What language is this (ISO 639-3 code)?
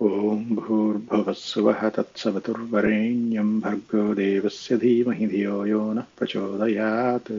san